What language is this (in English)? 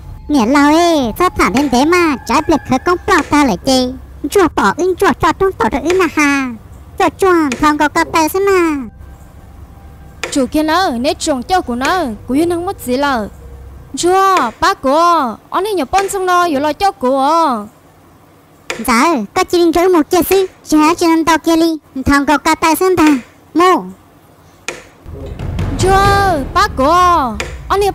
Vietnamese